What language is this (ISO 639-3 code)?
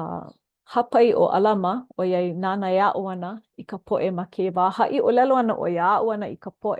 haw